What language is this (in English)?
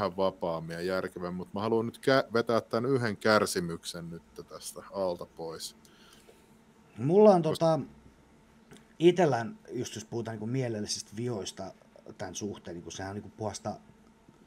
Finnish